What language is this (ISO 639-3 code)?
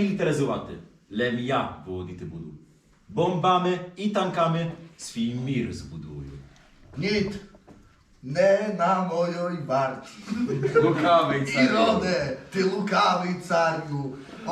rue